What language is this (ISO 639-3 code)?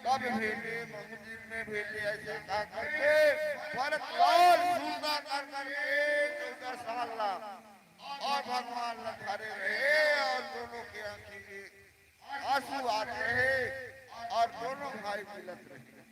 hne